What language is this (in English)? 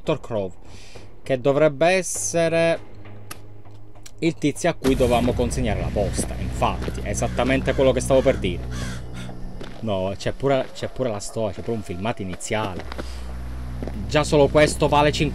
Italian